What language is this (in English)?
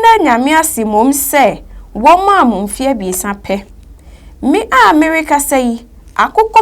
Akan